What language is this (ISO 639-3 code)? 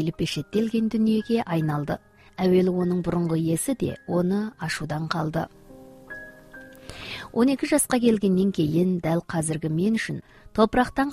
kaz